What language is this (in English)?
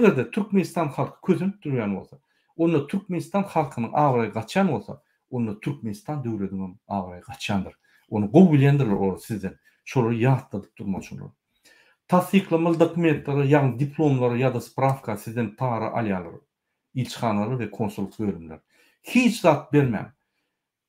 Turkmen